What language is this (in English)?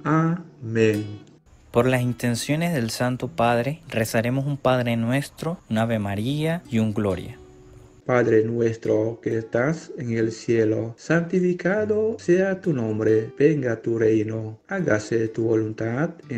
Spanish